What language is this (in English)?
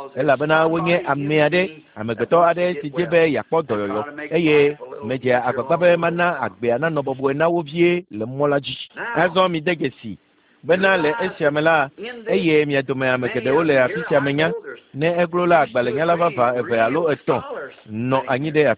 Ewe